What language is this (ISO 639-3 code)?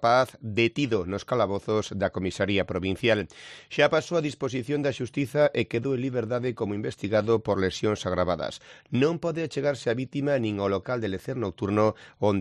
glg